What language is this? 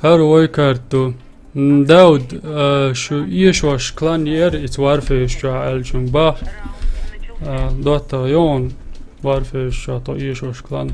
Chechen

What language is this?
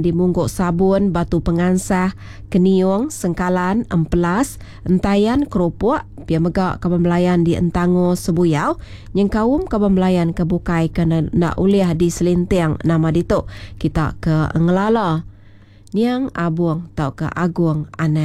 Iban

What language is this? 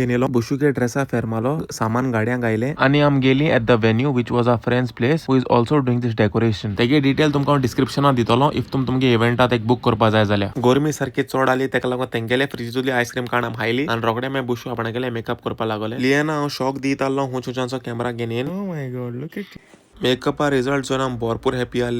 Konkani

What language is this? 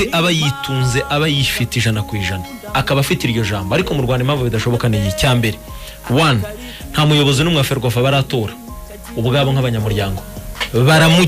Kinyarwanda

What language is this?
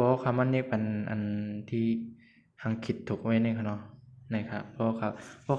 Shan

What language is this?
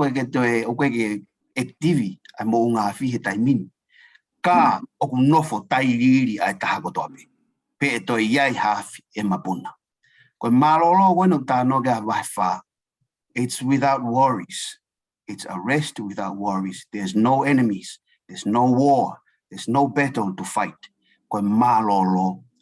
Tongan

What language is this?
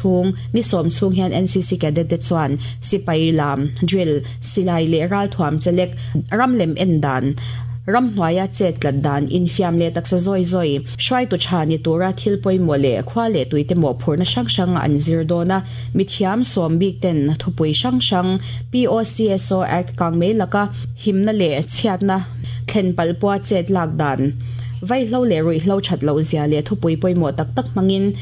Mizo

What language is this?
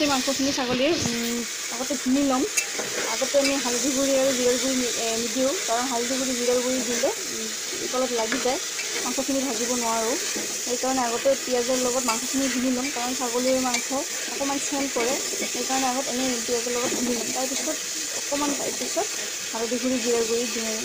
Assamese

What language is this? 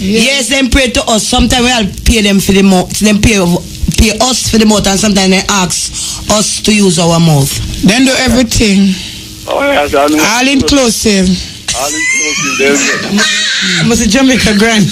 Jamaican Creole English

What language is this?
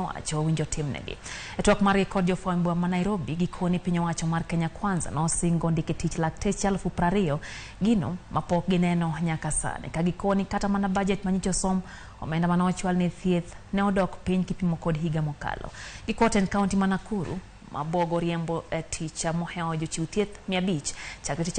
Luo (Kenya and Tanzania)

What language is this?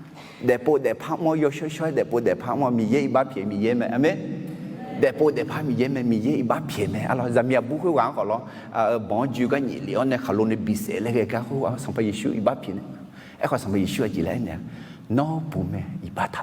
Akha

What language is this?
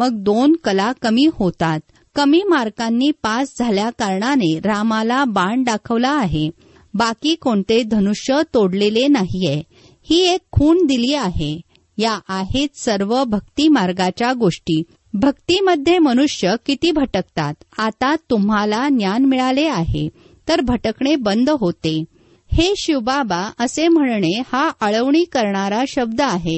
Marathi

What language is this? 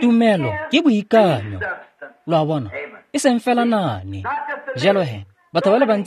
Tswana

